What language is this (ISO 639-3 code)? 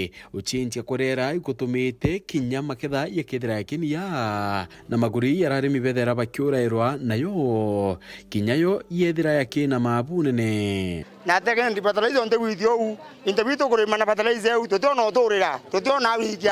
mer